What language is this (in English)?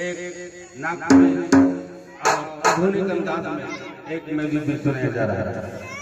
Sadri